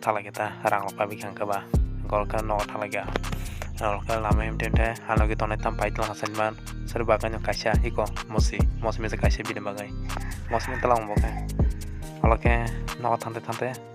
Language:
Kok Borok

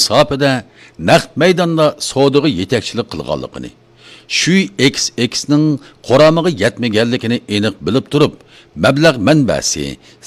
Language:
Uyghur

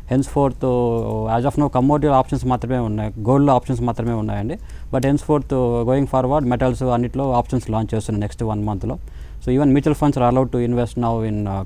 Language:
Telugu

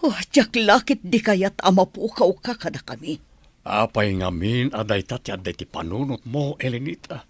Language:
Iloko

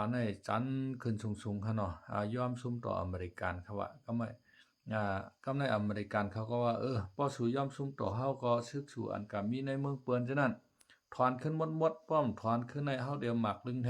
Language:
Shan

